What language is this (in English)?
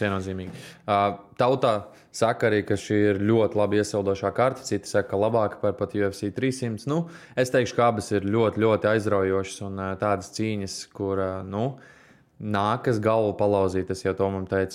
Latvian